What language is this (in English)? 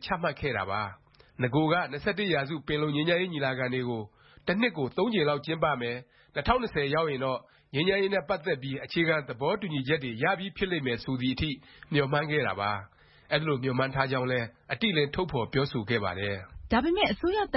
Burmese